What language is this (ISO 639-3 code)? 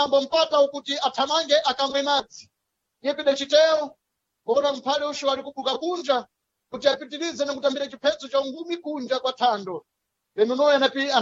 seh